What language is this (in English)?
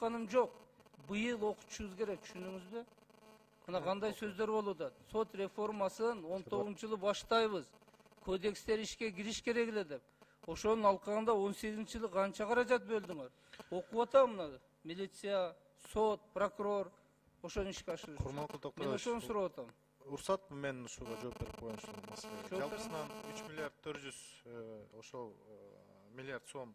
Kyrgyz